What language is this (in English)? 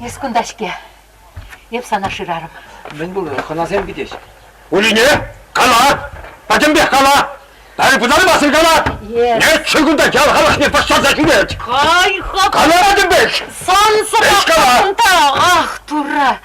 Chuvash